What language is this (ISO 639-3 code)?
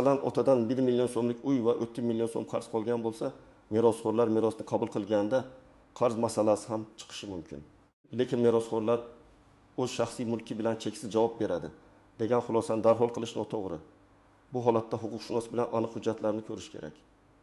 uzb